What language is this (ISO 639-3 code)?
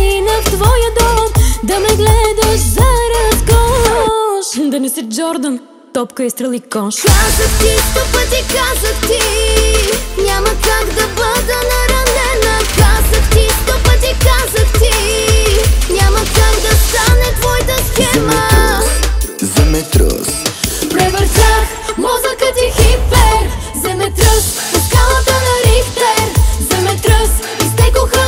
bul